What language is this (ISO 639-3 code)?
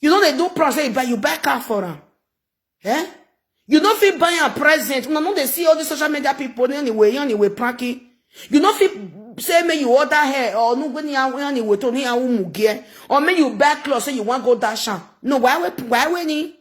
pcm